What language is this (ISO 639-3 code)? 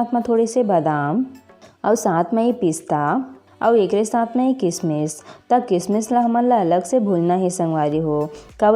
hne